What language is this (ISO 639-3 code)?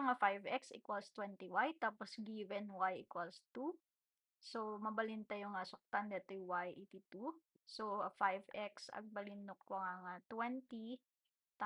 ilo